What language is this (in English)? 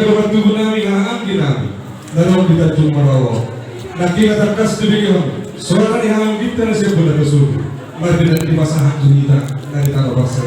Batak Toba